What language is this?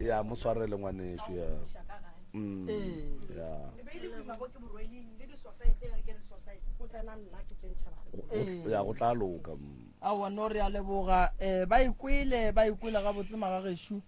Northern Sotho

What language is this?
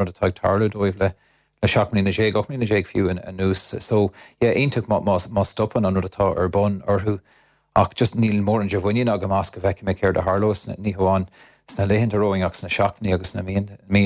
Irish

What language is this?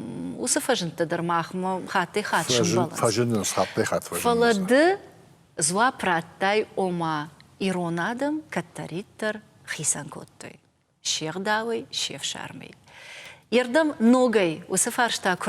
Ossetic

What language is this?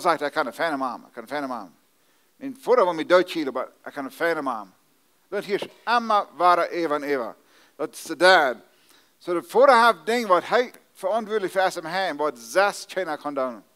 Plautdietsch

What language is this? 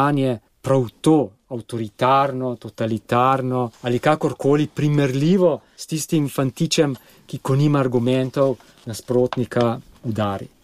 Slovenian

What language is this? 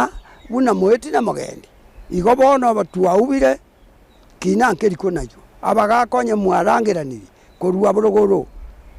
Gusii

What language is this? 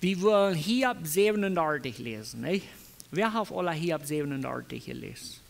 Plautdietsch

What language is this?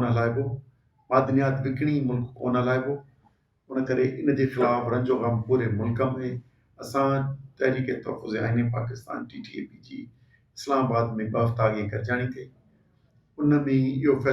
Sindhi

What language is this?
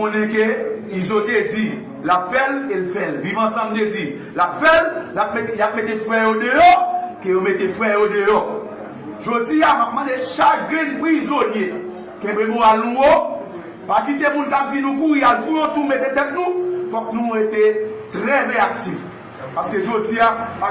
Haitian Creole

